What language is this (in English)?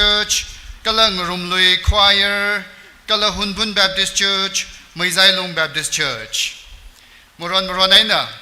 Tangkhul Naga (India)